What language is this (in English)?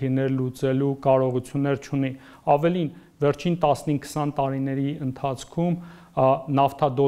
Armenian